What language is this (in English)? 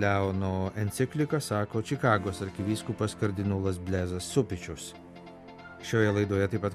Lithuanian